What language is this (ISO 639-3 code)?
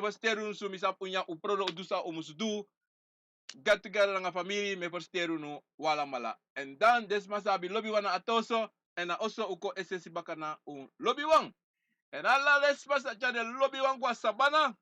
srn